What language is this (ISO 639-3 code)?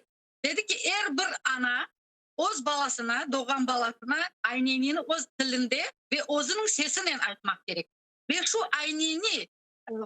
crh